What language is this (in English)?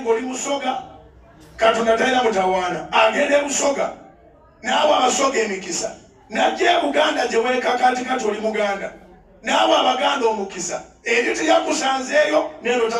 Ganda